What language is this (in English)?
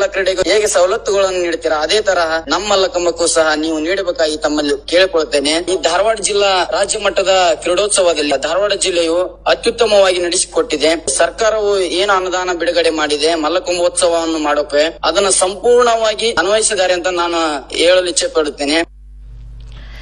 Kannada